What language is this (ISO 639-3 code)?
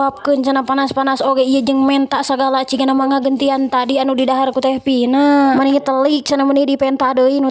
sun